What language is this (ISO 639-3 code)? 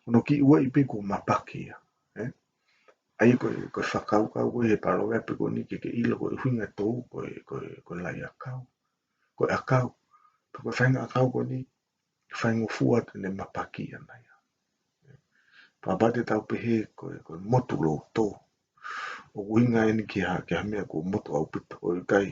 ton